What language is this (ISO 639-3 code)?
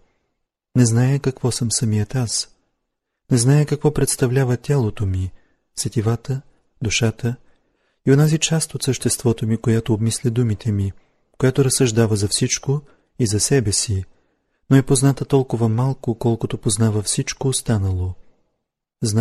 bul